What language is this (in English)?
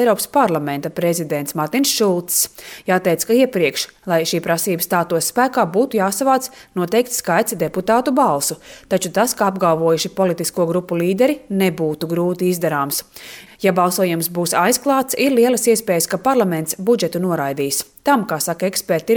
Latvian